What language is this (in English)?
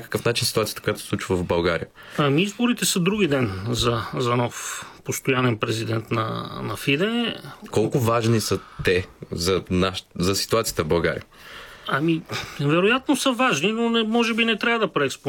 Bulgarian